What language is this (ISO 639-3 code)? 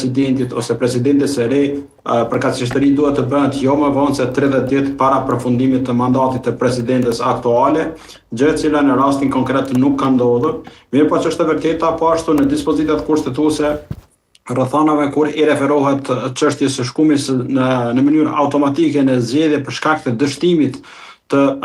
sqi